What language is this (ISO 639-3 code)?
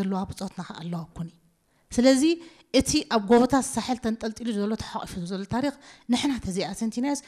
tir